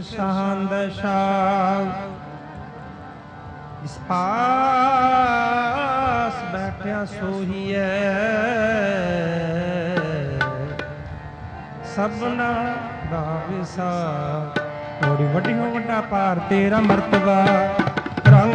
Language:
Punjabi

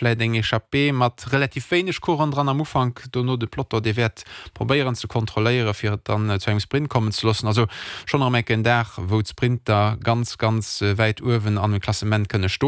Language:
Luxembourgish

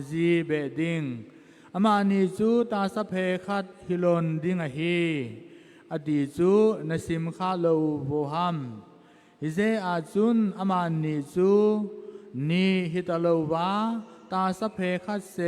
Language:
Thado Chin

